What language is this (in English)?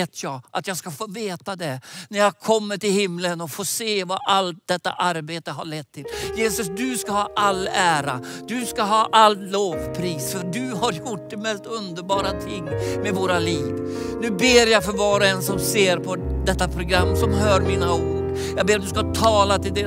Swedish